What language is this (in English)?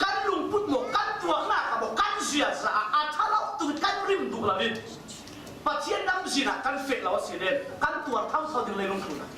Falam Chin